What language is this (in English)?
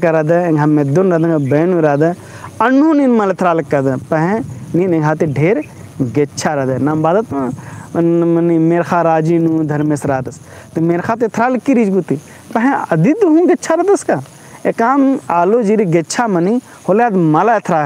Kurukh